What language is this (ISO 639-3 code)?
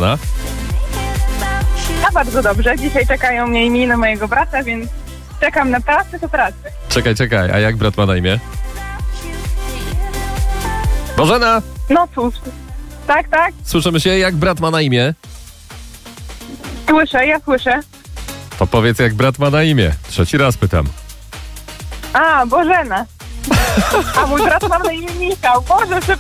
pol